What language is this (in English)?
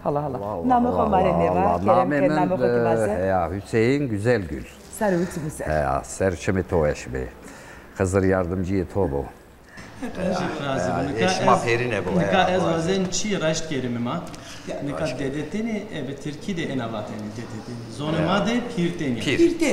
Zaza